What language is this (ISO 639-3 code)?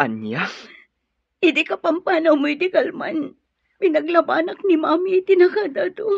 ilo